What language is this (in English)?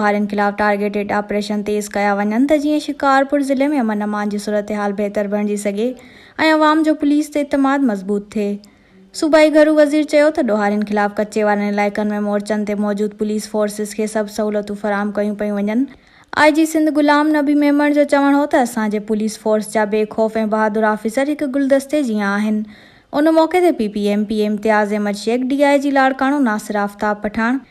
Sindhi